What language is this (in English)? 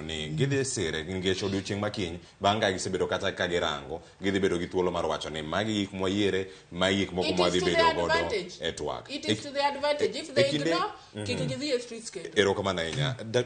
Luo (Kenya and Tanzania)